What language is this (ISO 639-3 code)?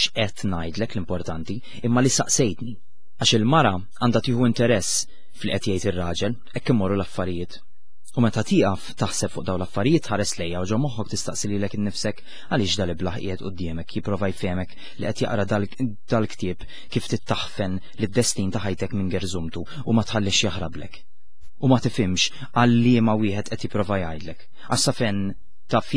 mlt